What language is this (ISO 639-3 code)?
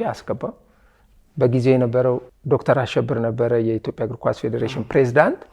amh